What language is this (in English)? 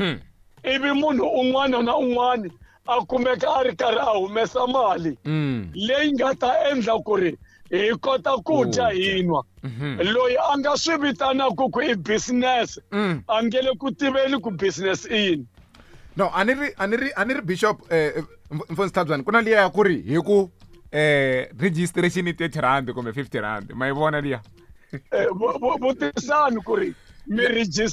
Tsonga